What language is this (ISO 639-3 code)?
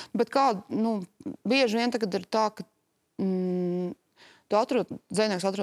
lav